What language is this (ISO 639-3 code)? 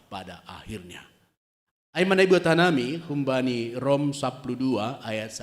bts